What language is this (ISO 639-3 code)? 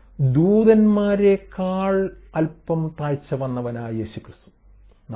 mal